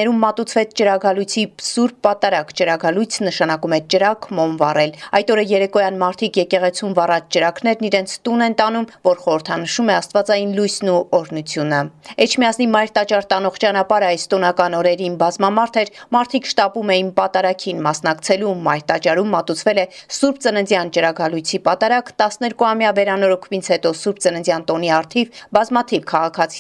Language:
Armenian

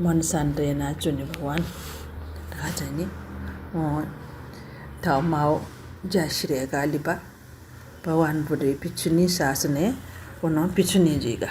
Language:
Newari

